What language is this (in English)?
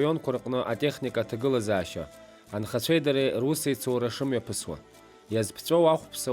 Abkhazian